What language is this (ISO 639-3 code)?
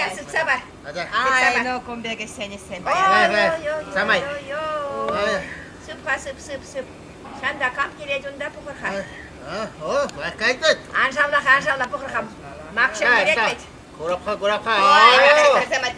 chv